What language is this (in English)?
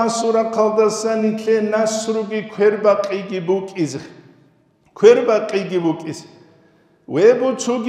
Avaric